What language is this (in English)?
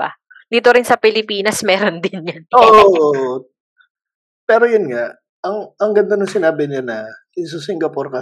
Filipino